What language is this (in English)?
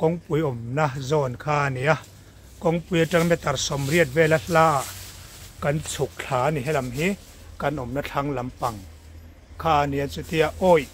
Mizo